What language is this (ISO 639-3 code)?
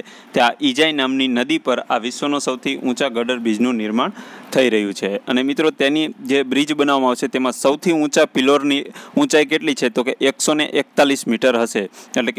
guj